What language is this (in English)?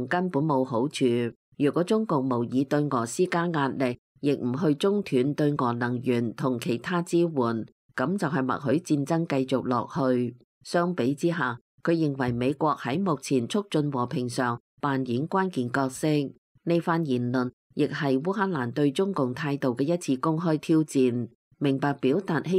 Cantonese